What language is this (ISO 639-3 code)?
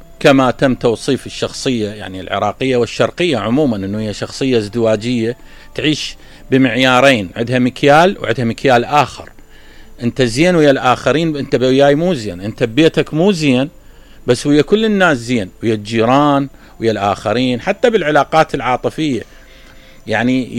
acm